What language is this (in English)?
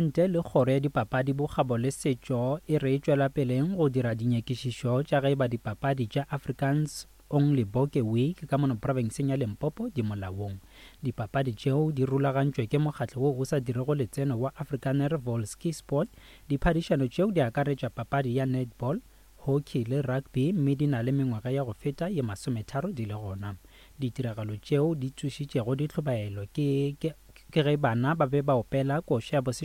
Northern Sotho